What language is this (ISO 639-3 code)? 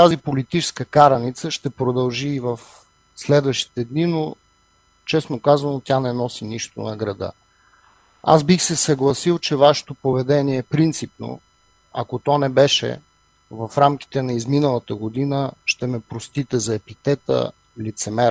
bul